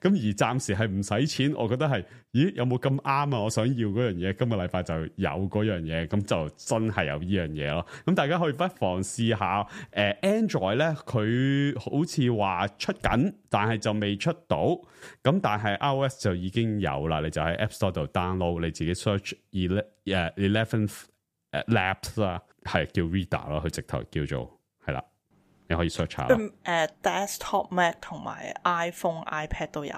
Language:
Cantonese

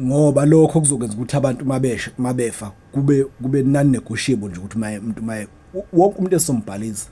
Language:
Zulu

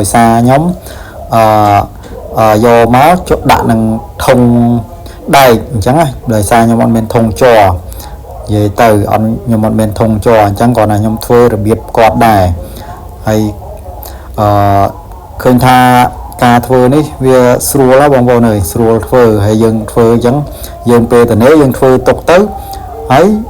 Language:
Khmer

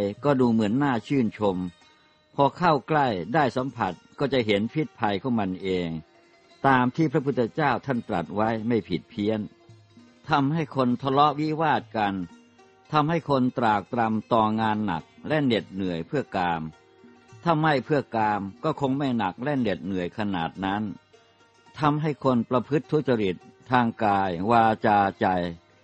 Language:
Thai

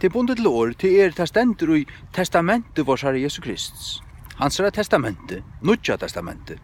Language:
Faroese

